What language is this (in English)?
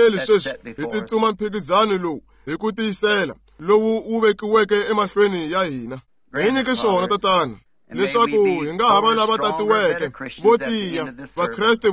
Tsonga